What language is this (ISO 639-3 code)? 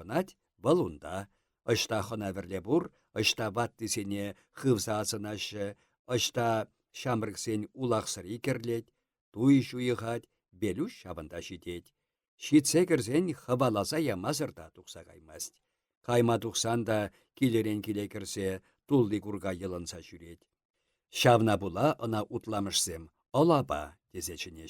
chv